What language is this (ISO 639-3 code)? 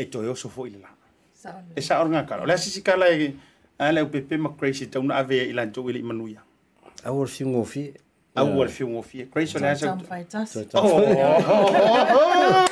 smo